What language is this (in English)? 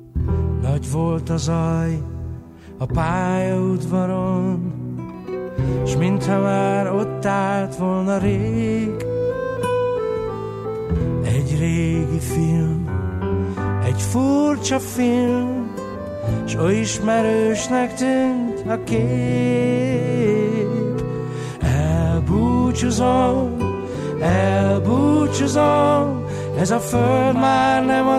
Hungarian